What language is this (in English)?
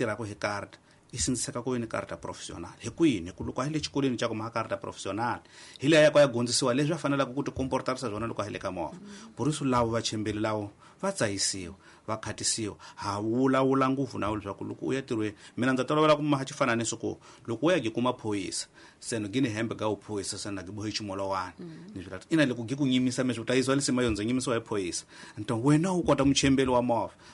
Tsonga